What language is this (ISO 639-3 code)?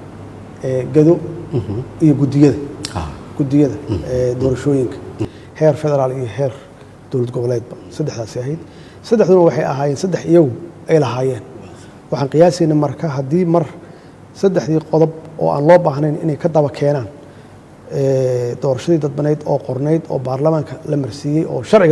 som